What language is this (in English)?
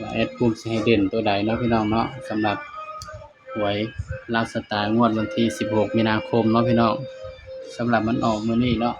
Northeastern Thai